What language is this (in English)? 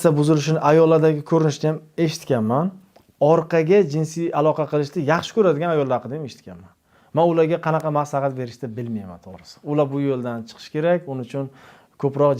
Uzbek